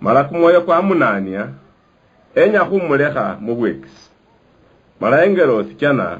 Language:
Luyia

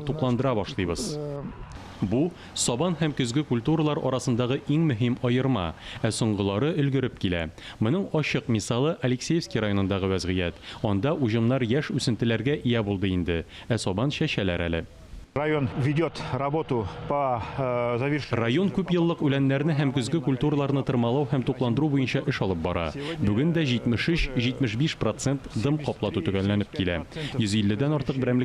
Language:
Tatar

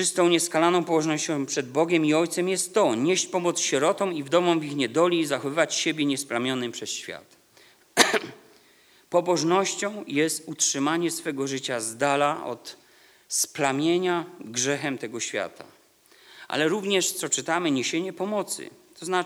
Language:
Polish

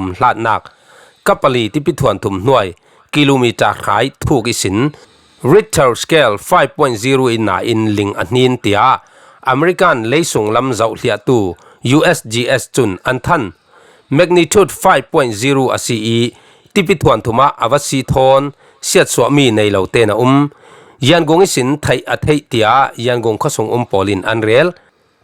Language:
Falam Chin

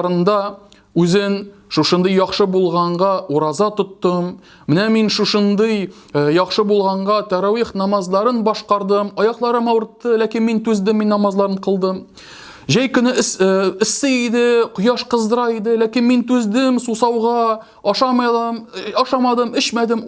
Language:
Tatar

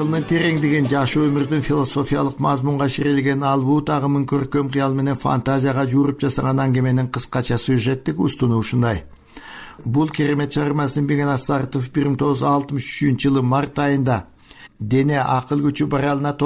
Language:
Kyrgyz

